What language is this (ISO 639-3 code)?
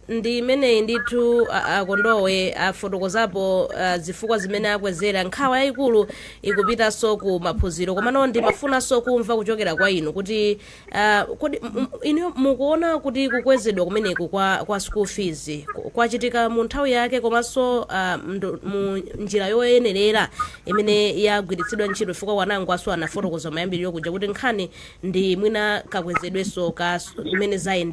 nya